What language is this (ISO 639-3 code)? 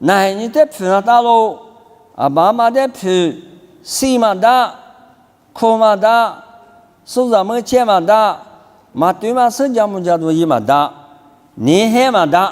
lis